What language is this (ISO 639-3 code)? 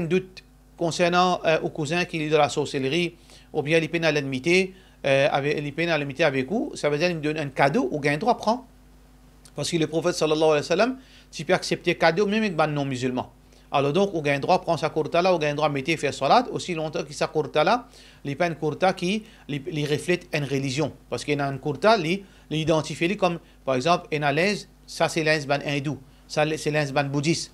mfe